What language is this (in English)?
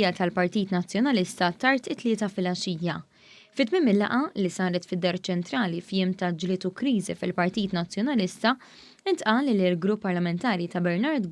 Maltese